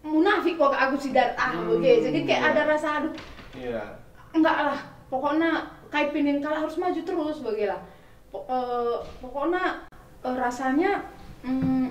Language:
Batak Karo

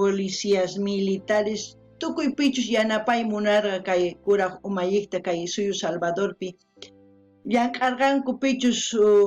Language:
South Bolivian Quechua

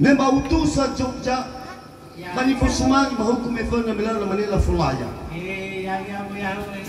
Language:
Nias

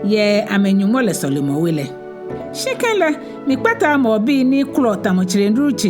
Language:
Ga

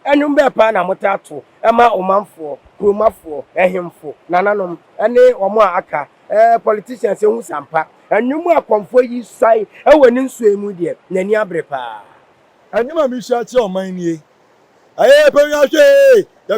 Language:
Akan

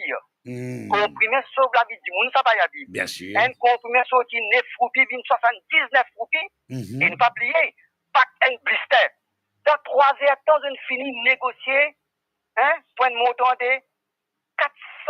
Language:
Morisyen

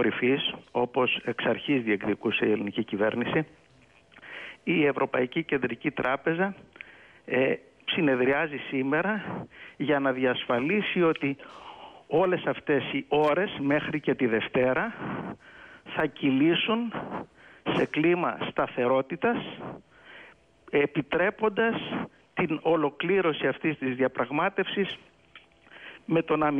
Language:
Greek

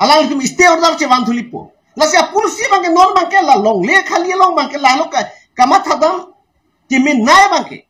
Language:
Karbi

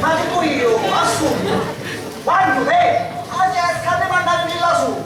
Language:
Sicilian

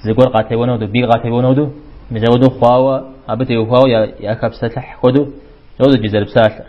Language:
Kabardian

